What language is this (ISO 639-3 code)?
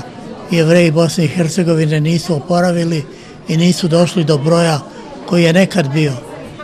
bos